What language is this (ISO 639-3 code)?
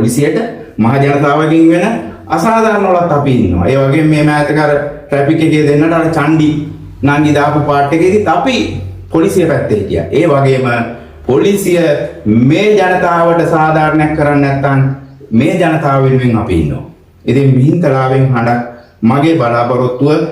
sin